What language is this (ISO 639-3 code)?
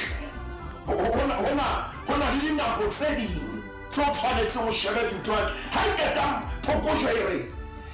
sot